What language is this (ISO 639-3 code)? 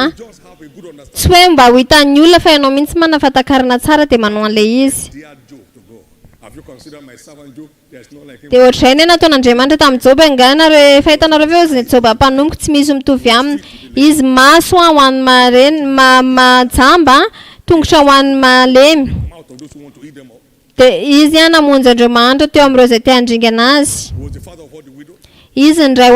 mlg